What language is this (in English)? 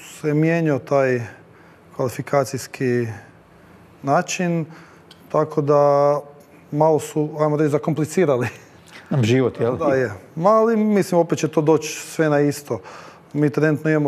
Croatian